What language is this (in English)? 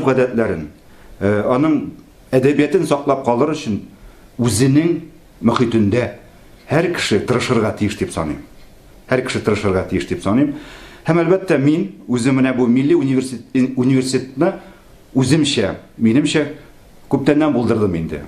Tatar